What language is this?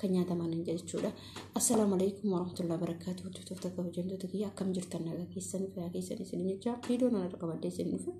Oromo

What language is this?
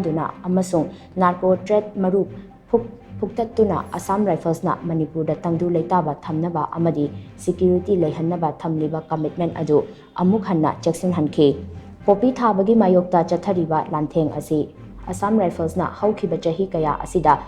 Manipuri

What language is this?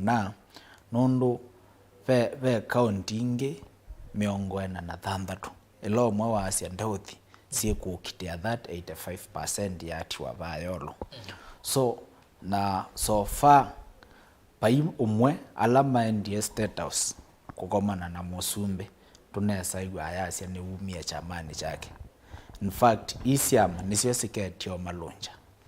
Kamba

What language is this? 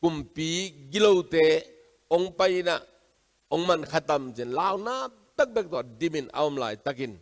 Tedim Chin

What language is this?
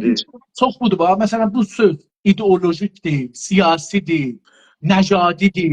South Azerbaijani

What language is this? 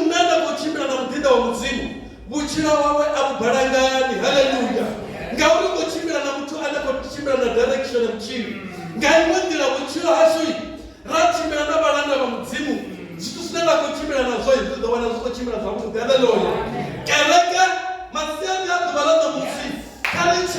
Venda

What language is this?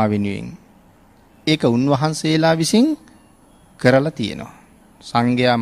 Sinhala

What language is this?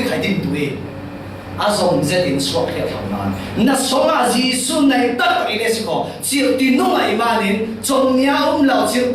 Falam Chin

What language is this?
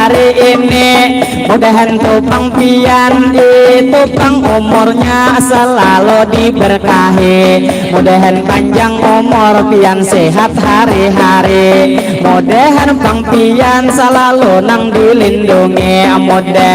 Banjar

